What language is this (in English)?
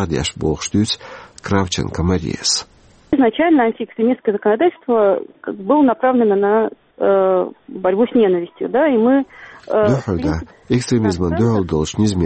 Chechen